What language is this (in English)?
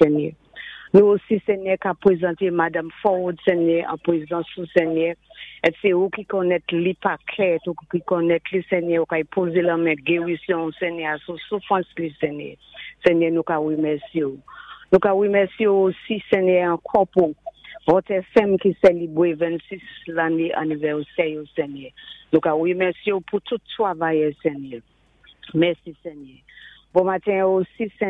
Saint Lucian Creole French